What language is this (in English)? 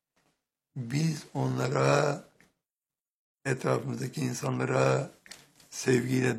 Turkish